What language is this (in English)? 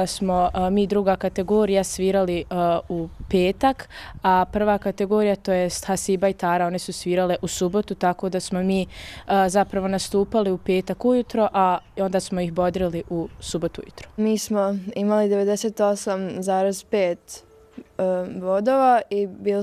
Bosnian